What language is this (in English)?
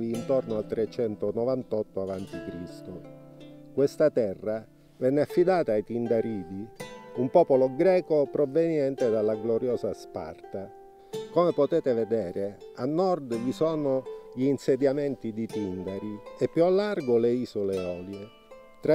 Italian